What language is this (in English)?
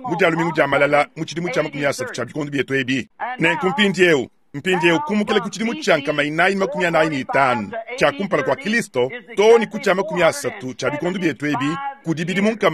Luba-Lulua